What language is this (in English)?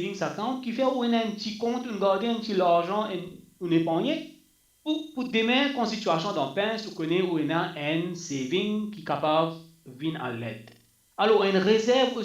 Morisyen